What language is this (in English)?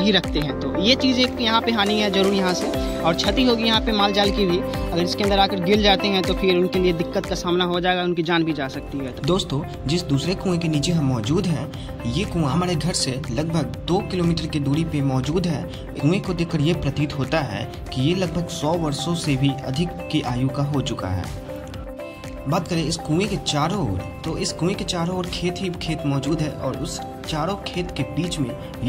Hindi